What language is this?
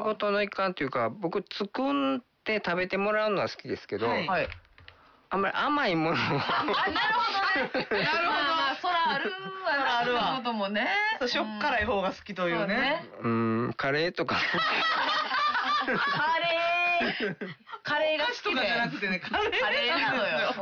Japanese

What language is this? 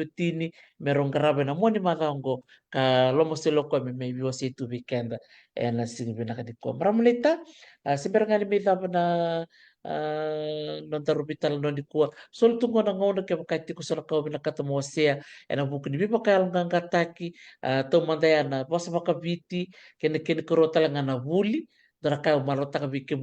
Fijian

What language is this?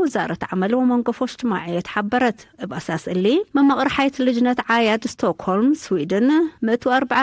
Tigre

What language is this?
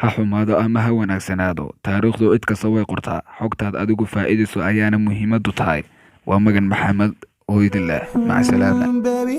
Somali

